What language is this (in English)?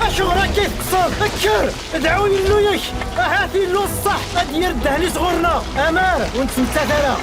Kabyle